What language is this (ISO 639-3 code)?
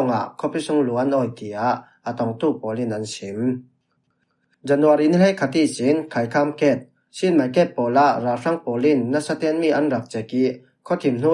cfm